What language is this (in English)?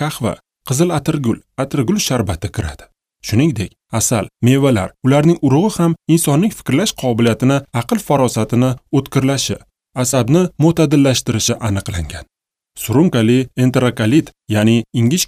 Uzbek